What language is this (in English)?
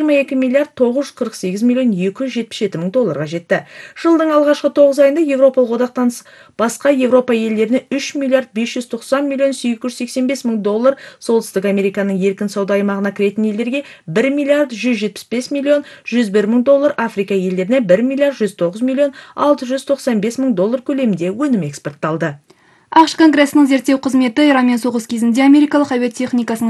Kazakh